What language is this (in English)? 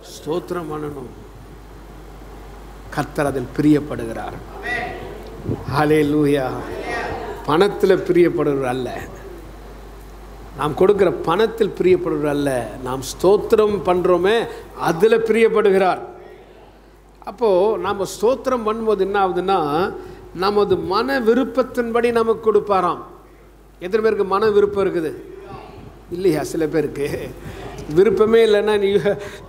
Tamil